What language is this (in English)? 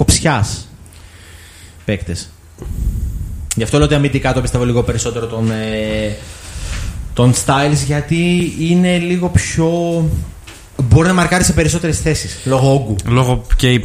Greek